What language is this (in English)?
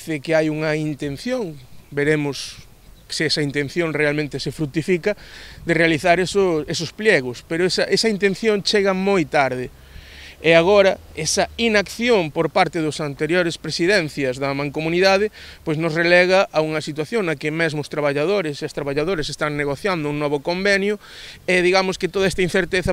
Galician